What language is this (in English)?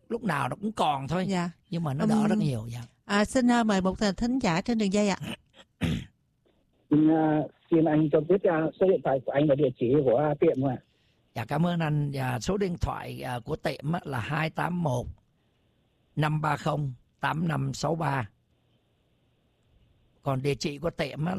Vietnamese